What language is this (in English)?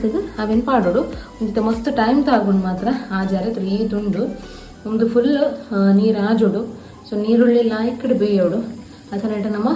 Tulu